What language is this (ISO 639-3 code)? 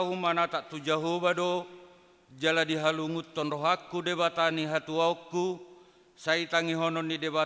bbc